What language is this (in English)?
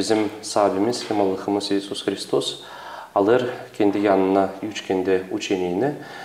Gagauz